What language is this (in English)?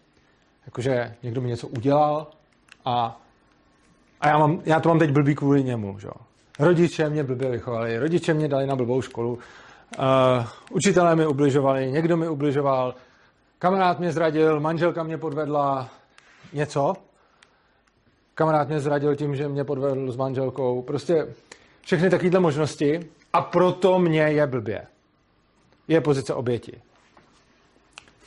Czech